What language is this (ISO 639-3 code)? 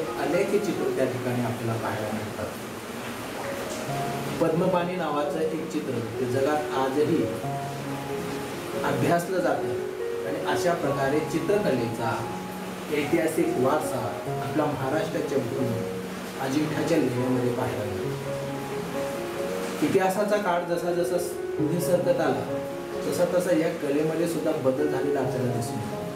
mar